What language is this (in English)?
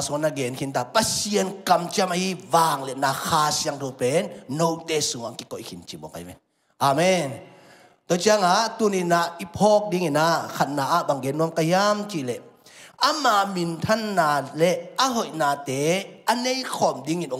Tedim Chin